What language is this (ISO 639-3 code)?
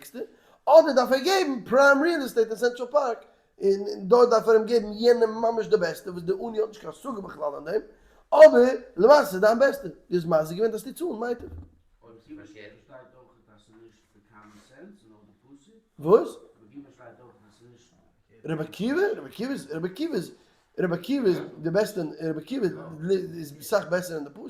yid